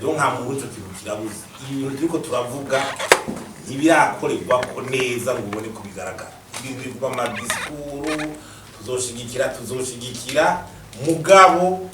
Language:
Rundi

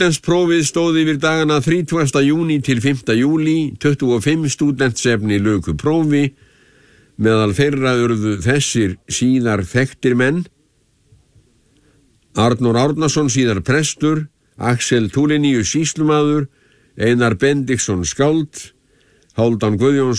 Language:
Icelandic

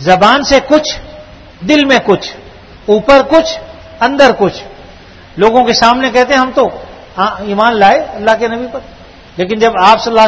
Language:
Urdu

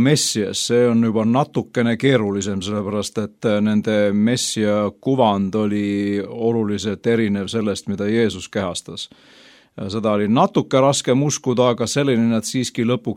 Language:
Estonian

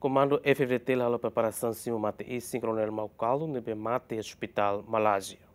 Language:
Tetum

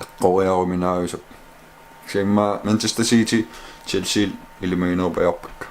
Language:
Kalaallisut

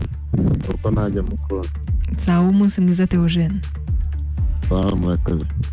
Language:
Kinyarwanda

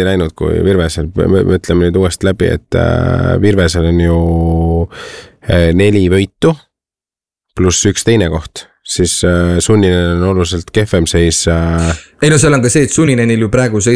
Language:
Estonian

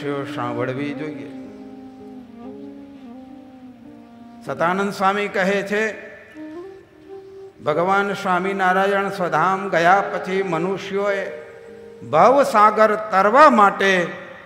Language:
Gujarati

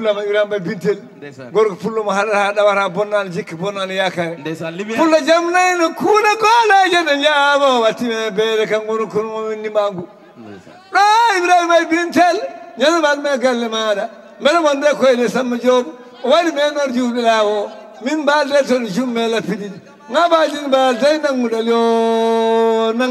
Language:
Fula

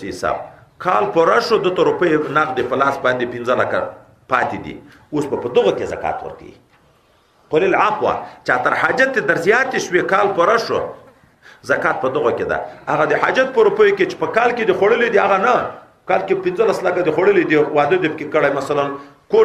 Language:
Pashto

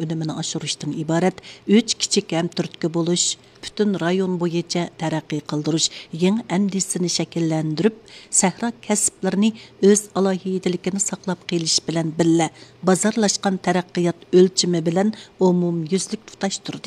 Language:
Uyghur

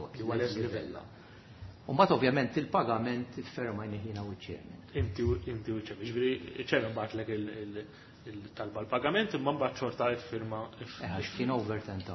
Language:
Maltese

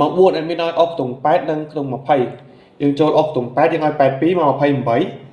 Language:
Khmer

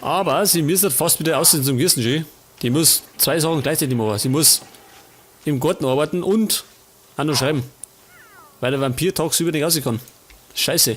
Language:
Bavarian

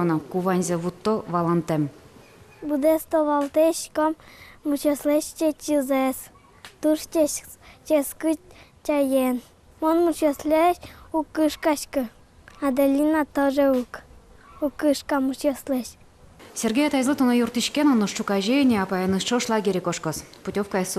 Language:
Udmurt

